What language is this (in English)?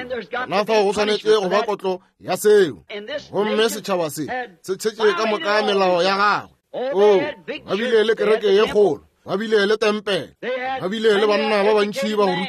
Northern Sotho